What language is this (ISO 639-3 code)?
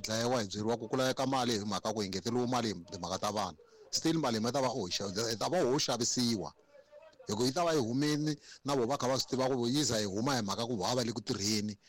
tso